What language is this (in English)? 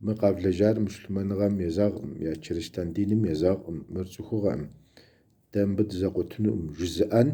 Kabardian